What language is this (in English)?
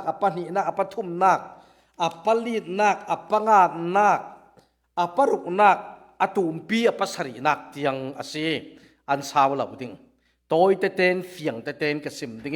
Falam Chin